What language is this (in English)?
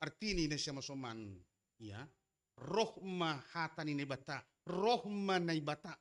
Batak Simalungun